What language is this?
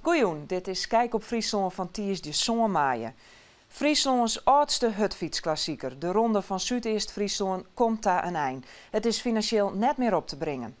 Western Frisian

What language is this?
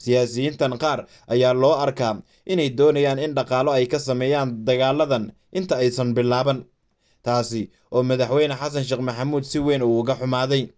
Somali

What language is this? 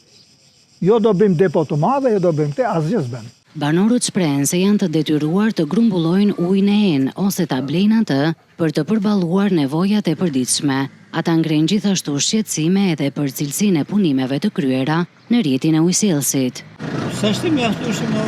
Albanian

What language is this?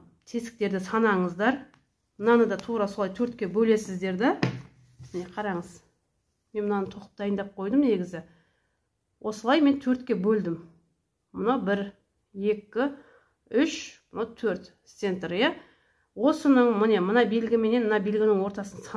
Kazakh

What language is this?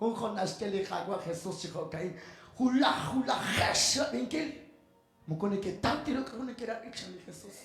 Kekchí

